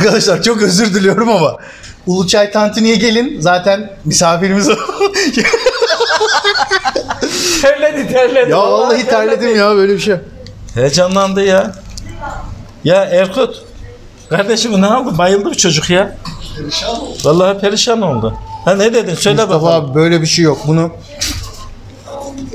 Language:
Turkish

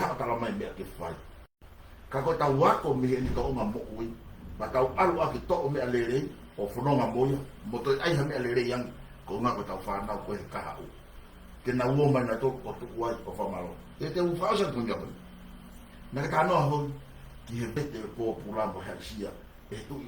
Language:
Tongan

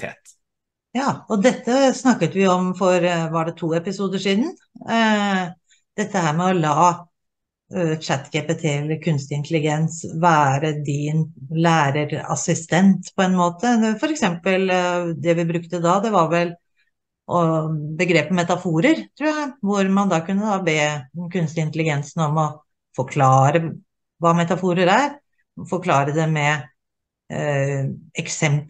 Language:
Norwegian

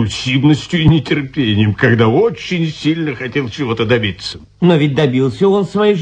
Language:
Russian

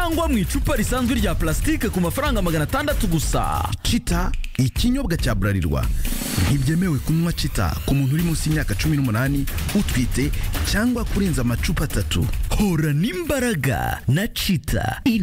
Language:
Kinyarwanda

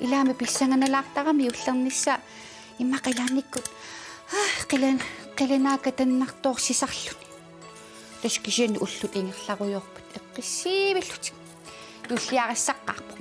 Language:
Kalaallisut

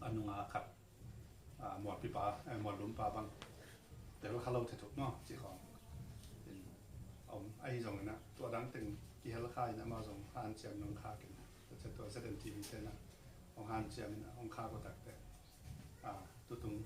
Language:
Tedim Chin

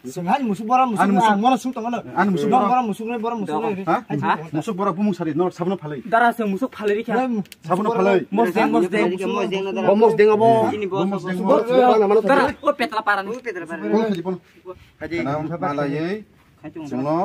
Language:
Kok Borok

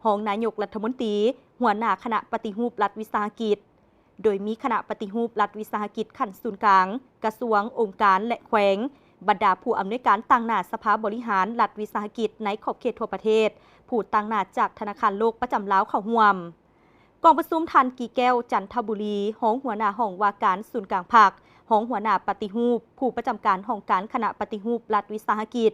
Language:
Lao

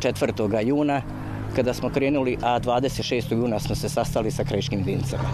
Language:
Bosnian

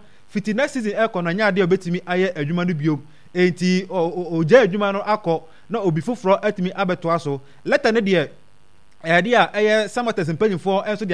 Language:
Akan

